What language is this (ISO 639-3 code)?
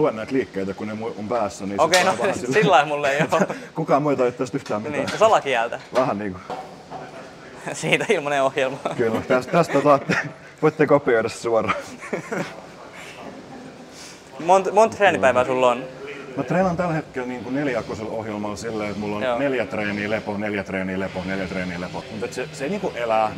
fin